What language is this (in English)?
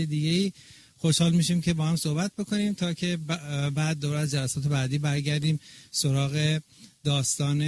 Persian